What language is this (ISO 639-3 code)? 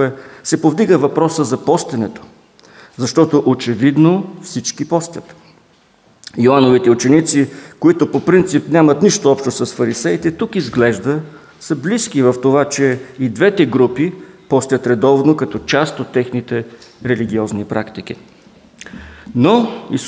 bul